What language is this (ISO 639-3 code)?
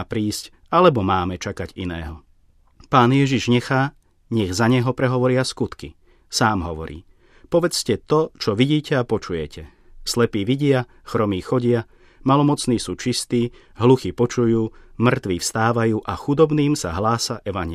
slk